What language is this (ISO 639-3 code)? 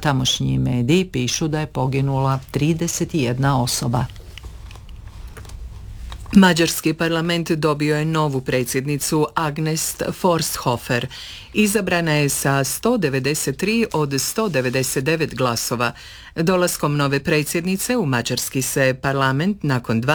hrv